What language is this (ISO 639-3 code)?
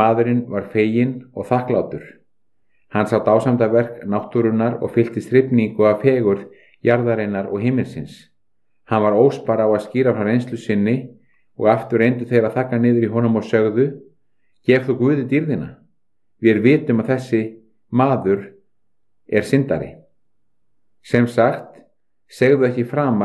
isl